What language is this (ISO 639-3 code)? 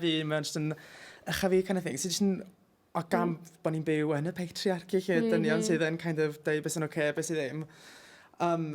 cym